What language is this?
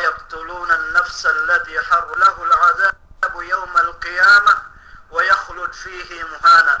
Yakan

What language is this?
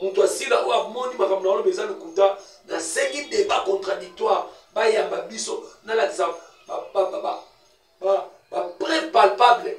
Lingala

